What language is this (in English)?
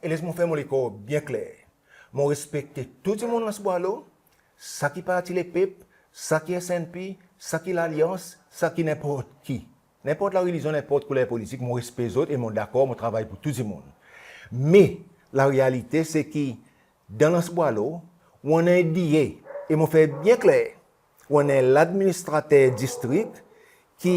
Seselwa Creole French